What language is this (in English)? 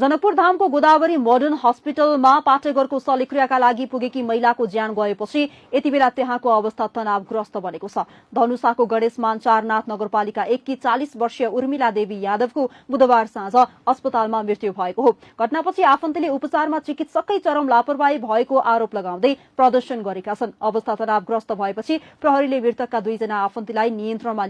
Nepali